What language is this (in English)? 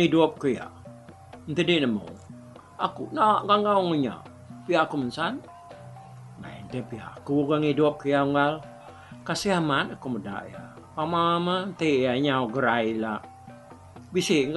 Iban